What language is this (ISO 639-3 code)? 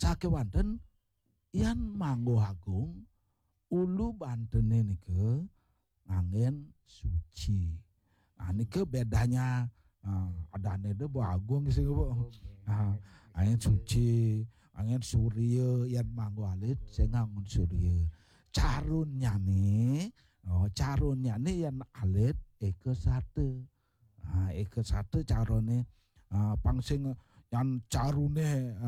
ban